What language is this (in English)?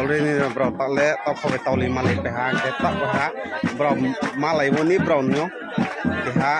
Riang (India)